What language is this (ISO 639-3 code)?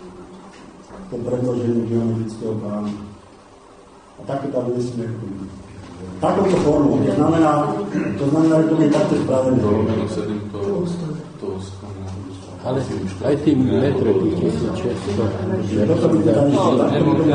slk